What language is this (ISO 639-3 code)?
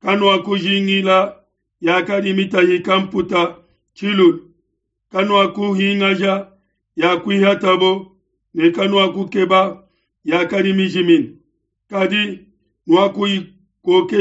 lua